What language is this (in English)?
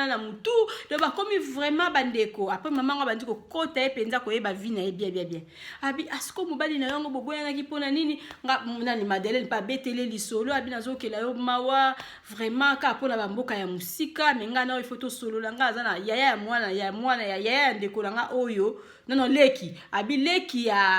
Lingala